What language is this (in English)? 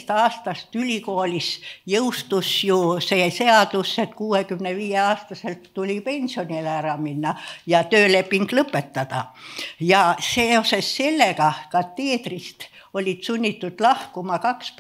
Estonian